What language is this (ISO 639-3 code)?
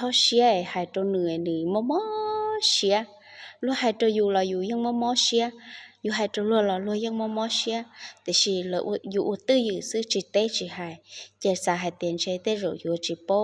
hmn